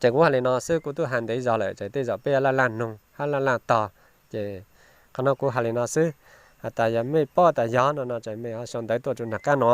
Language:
Hmong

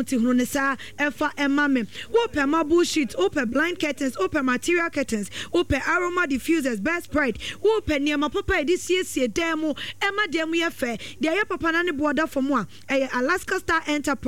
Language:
Akan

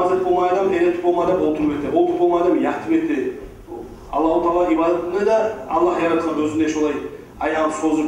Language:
Kumyk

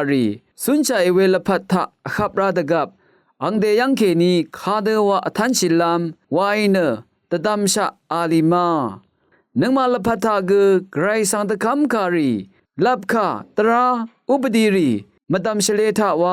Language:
Rawang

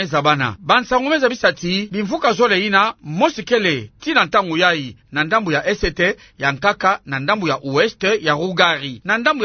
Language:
Kituba (Democratic Republic of Congo)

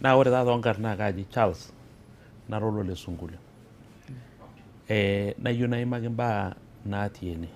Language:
Masai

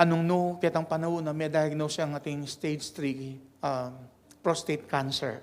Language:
Pampanga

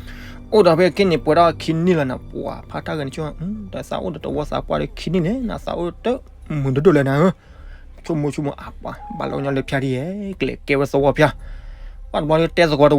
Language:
S'gaw Karen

